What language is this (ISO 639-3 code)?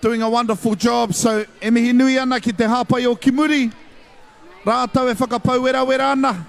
mri